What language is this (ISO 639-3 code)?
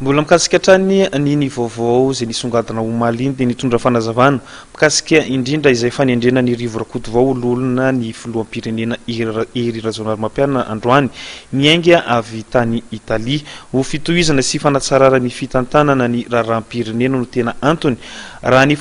mlg